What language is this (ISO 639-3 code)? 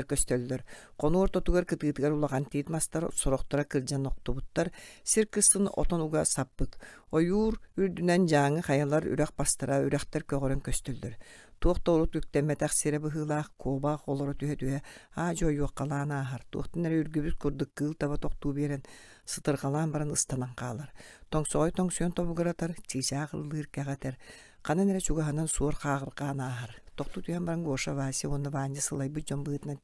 sah